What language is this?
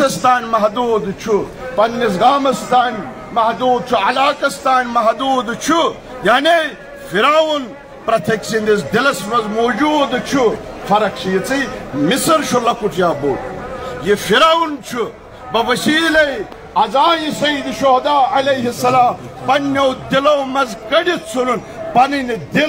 Kashmiri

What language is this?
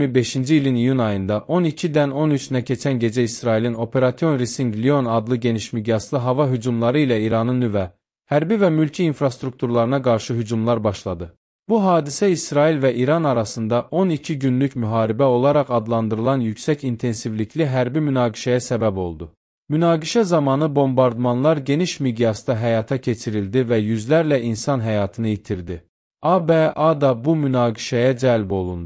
Azerbaijani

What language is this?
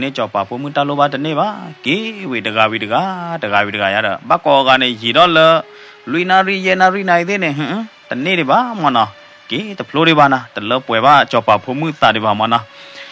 S'gaw Karen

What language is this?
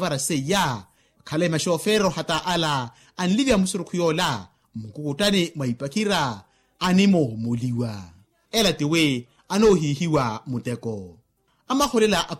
Makhuwa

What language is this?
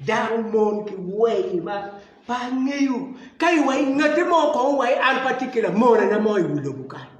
Acoli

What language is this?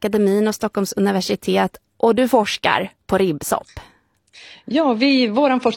Swedish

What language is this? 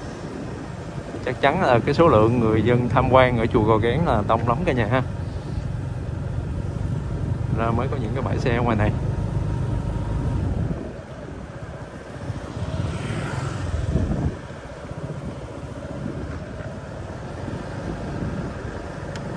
Vietnamese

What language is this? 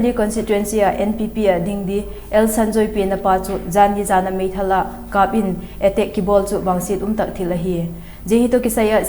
Vaiphei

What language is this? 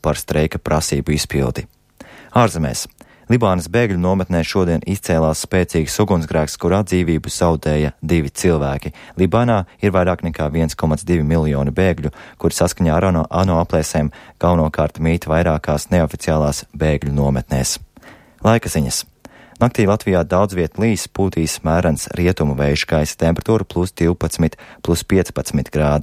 Latvian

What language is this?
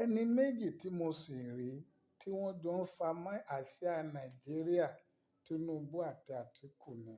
Yoruba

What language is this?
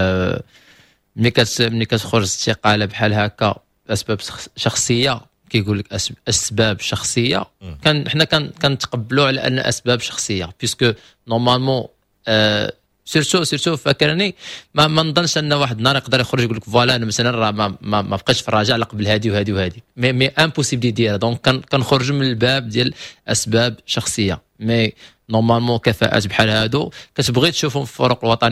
Moroccan Arabic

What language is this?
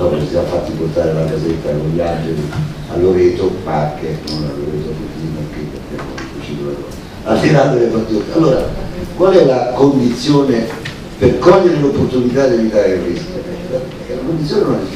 Italian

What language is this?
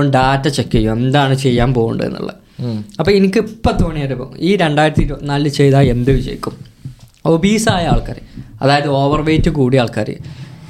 Malayalam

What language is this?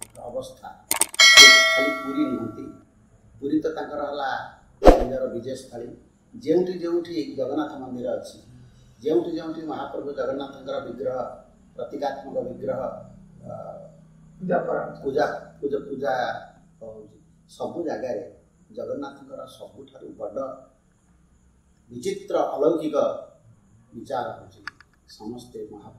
Odia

